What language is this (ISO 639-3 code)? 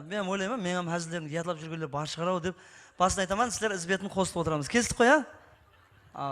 kaa